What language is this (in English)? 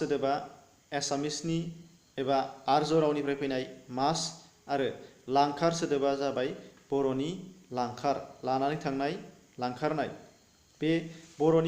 Bodo